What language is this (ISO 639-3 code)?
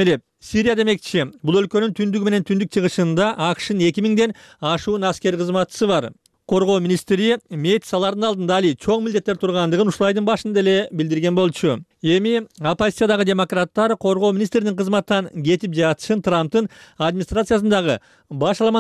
kir